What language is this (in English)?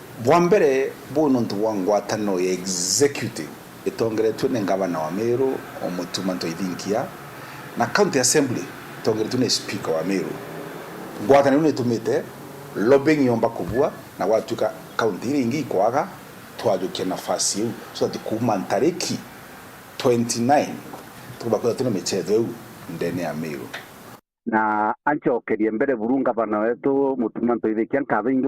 Meru